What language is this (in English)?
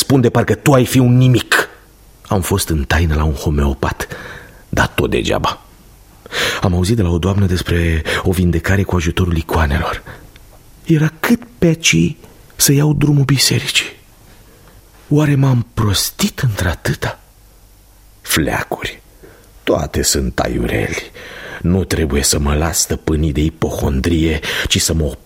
Romanian